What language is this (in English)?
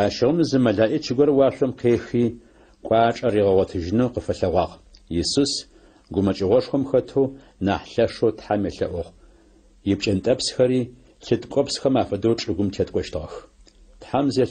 Adyghe